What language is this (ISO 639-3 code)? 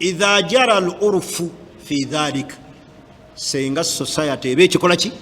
lug